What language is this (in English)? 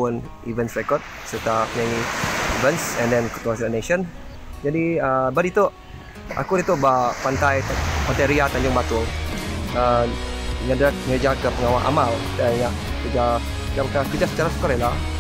Iban